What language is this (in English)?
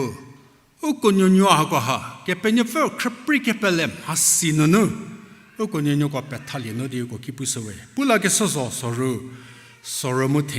Angami Naga